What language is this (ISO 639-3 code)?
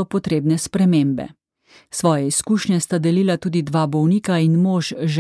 slv